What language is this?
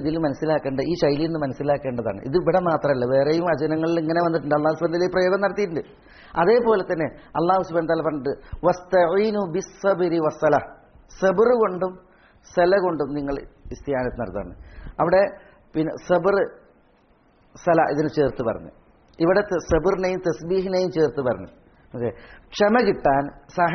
Malayalam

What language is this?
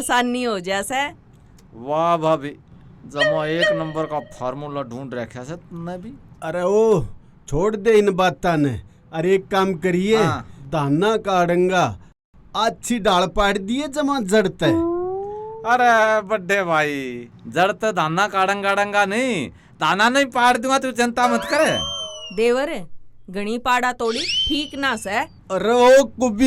Haryanvi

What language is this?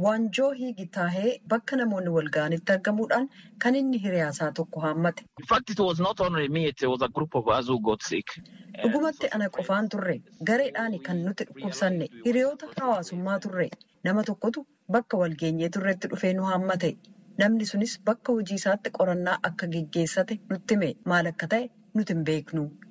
Oromo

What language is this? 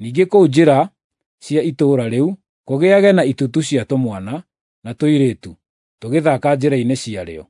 Kikuyu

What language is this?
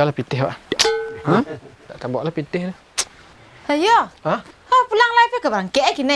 Minangkabau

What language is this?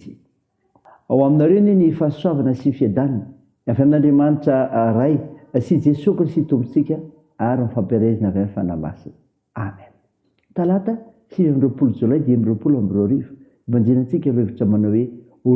Malagasy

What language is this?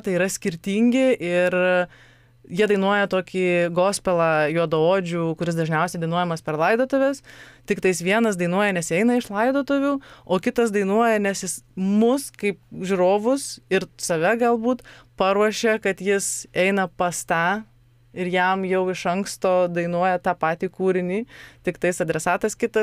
Lithuanian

